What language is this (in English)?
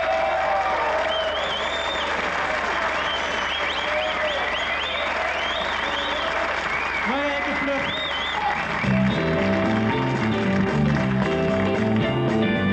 Dutch